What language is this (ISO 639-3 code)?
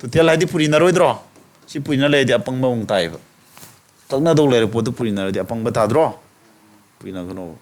mni